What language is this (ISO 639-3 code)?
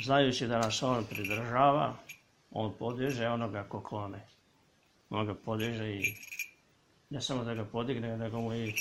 srp